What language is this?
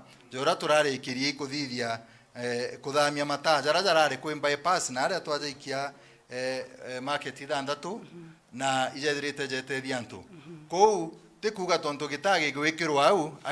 Meru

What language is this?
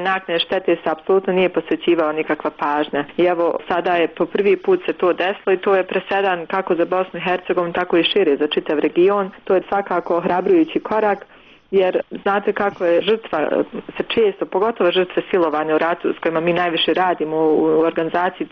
Bosnian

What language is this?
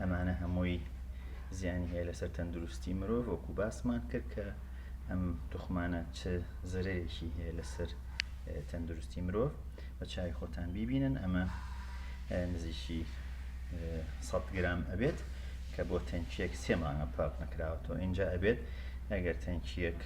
Central Kurdish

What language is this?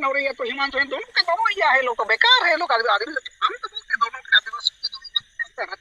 Santali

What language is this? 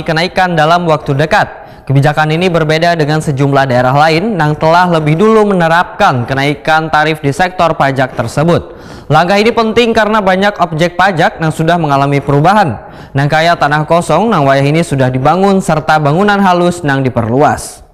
Banjar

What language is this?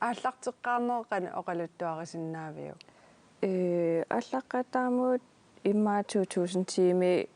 Kalaallisut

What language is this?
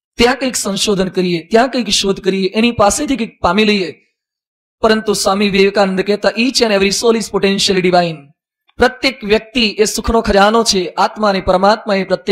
Gujarati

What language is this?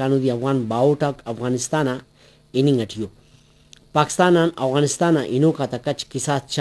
Brahui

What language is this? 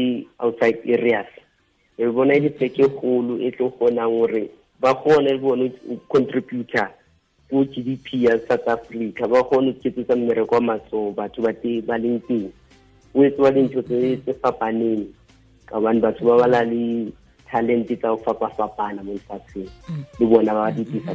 Tswana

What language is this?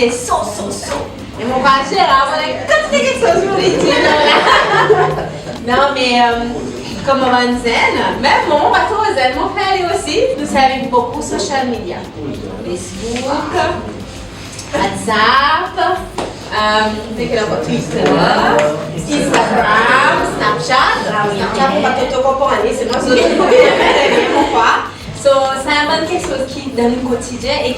Seselwa Creole French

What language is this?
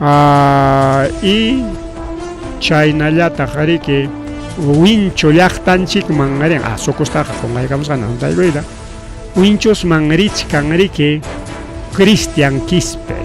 Ayacucho Quechua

